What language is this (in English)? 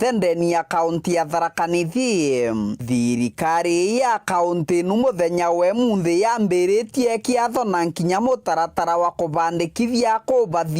Meru